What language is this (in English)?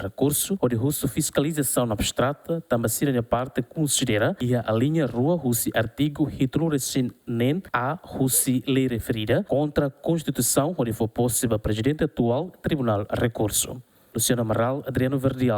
Tetum